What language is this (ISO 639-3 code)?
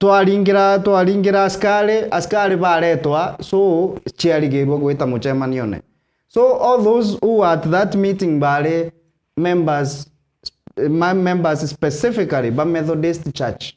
mer